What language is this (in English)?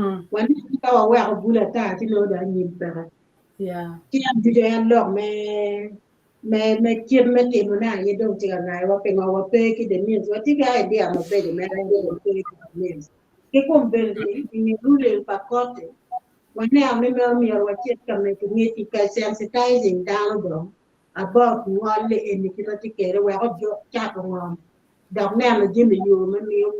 Acoli